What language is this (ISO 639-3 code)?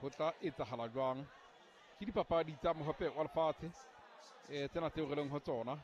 sot